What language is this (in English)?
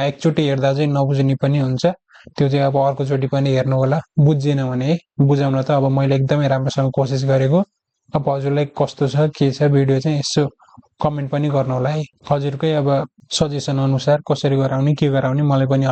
Nepali